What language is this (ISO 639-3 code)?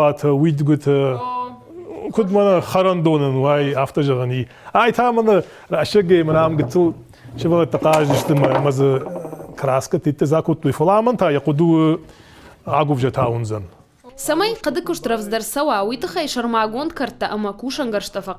oss